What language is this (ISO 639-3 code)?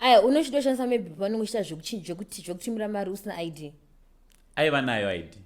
sna